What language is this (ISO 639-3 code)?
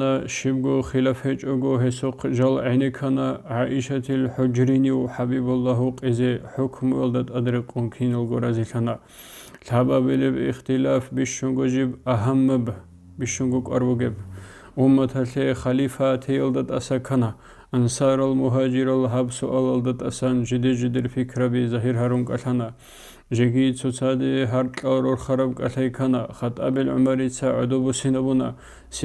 ava